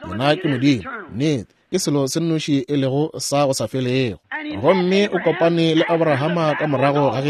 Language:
Northern Sotho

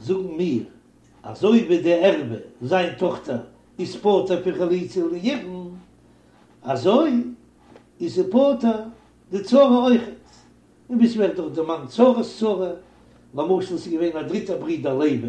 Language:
Yiddish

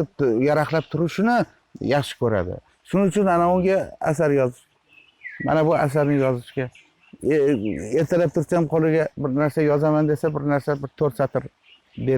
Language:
Uzbek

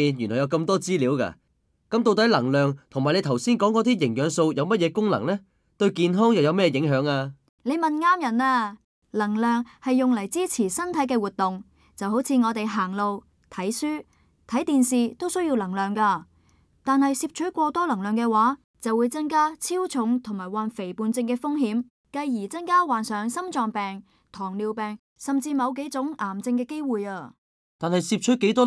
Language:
Cantonese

